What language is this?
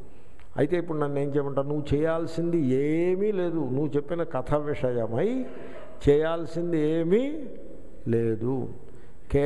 Telugu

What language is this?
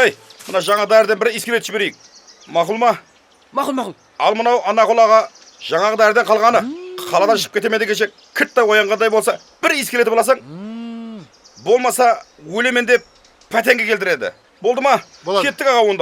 Kara-Kalpak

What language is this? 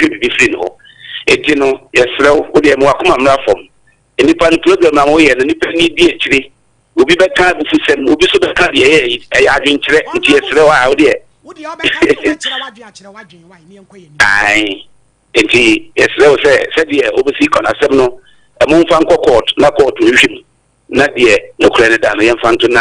Akan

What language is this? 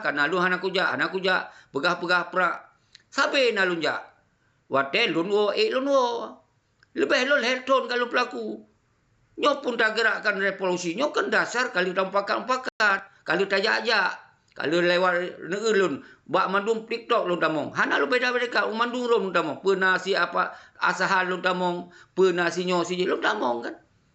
Achinese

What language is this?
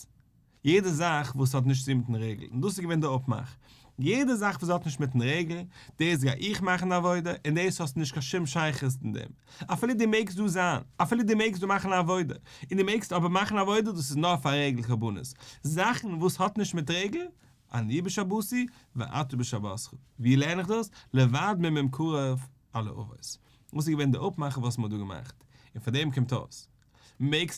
Yiddish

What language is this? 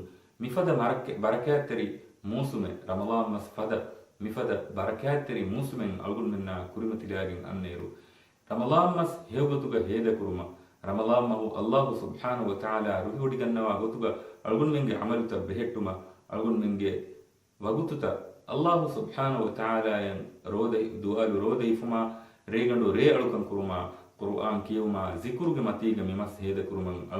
Divehi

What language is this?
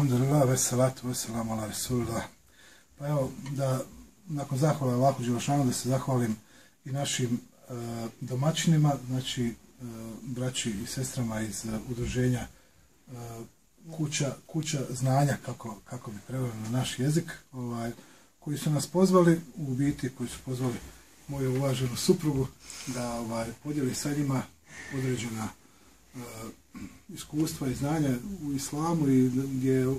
Bosnian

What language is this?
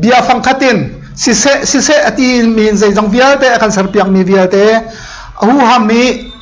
Hakha Chin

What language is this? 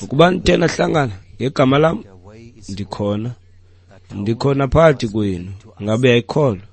Xhosa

